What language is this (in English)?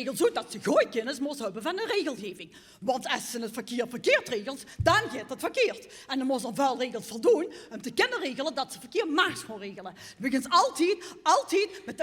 Limburgish